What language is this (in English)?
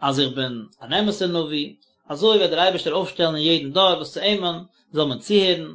Yiddish